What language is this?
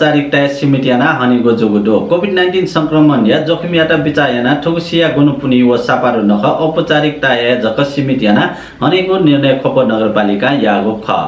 Newari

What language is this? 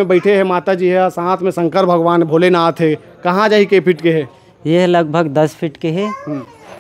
Chhattisgarhi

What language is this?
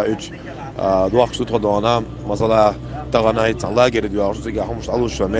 Chechen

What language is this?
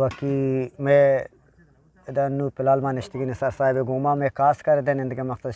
Eastern Balochi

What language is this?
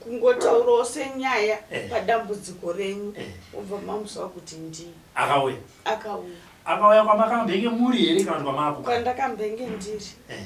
Shona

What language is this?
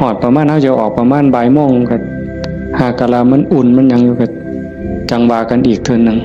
Northeastern Thai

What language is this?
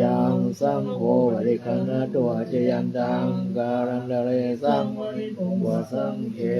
Pali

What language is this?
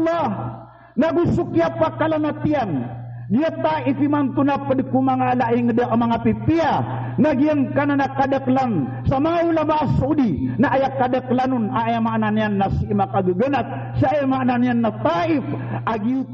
Maranao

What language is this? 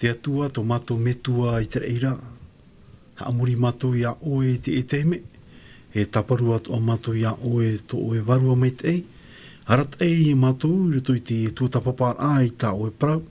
Tahitian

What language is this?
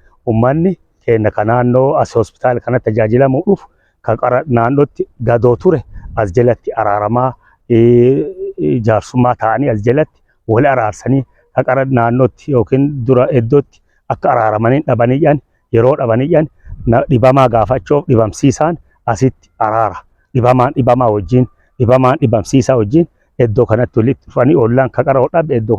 Oromo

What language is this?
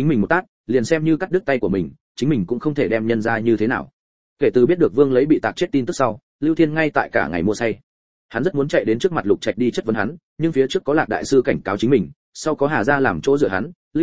Vietnamese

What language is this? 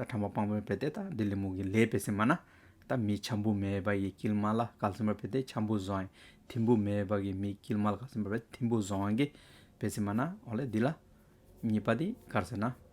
Hyolmo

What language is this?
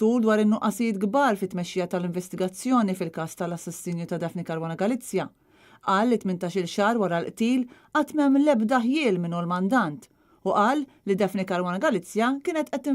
Maltese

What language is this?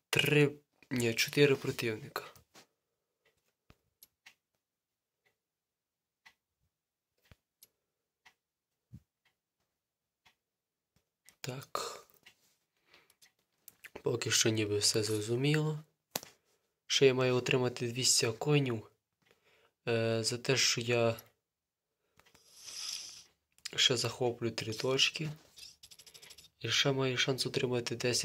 Ukrainian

